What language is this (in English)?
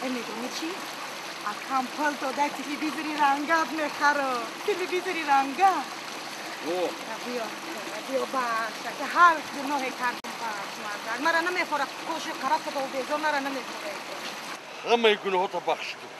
Tajik